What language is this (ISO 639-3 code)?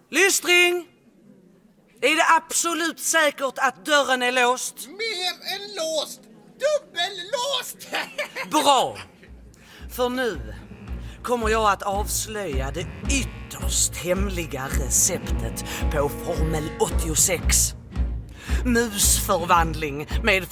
swe